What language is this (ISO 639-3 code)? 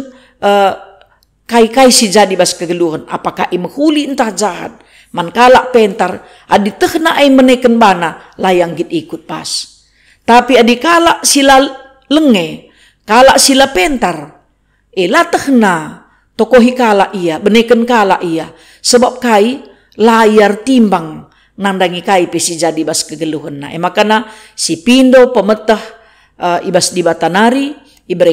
btx